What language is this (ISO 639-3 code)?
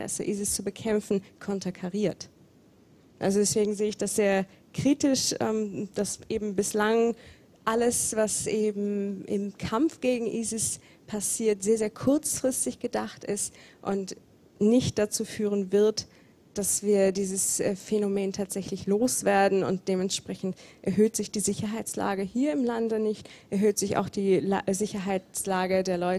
deu